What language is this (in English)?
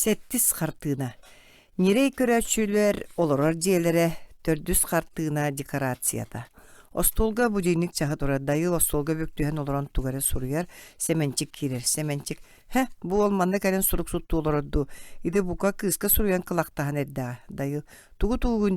Yakut